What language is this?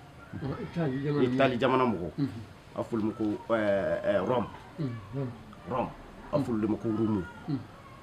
Bambara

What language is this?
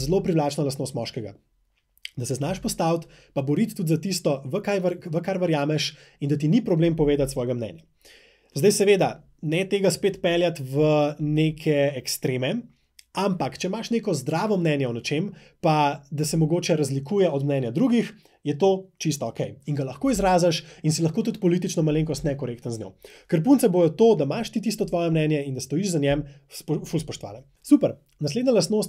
Slovenian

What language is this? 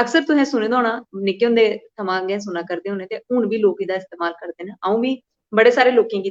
Dogri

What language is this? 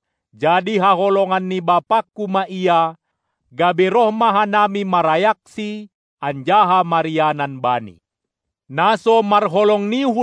Batak Simalungun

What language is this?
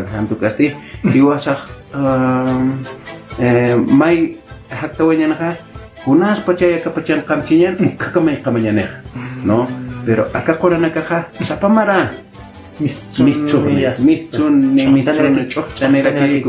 Aymara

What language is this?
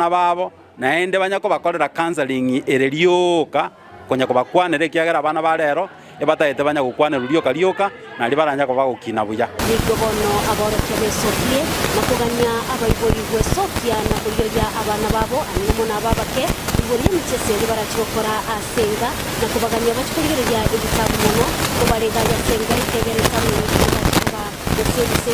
Gusii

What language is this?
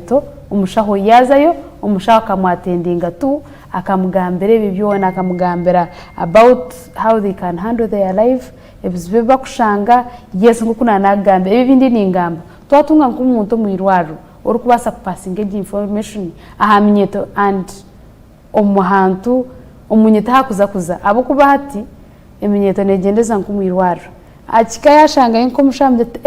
Nyankole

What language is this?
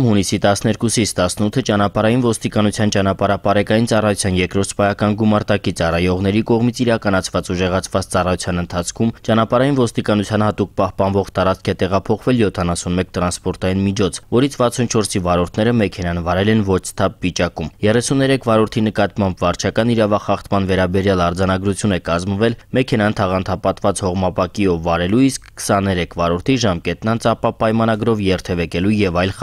Armenian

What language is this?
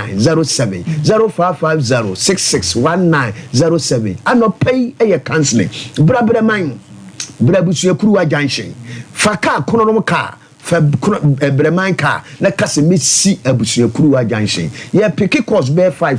Akan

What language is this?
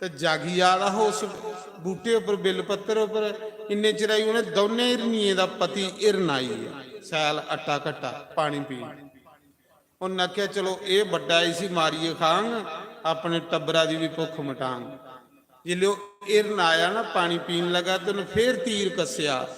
Dogri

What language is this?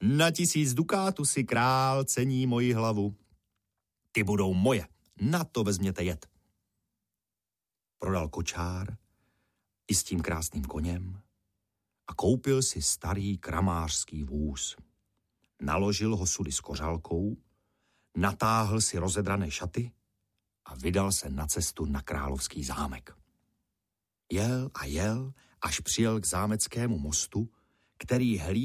Czech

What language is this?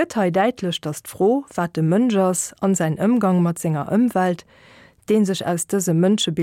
Luxembourgish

